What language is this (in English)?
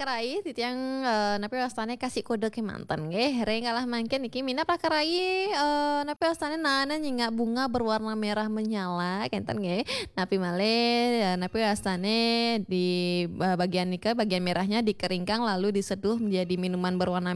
Balinese